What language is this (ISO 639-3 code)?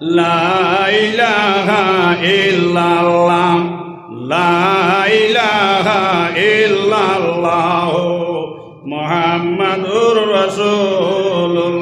syl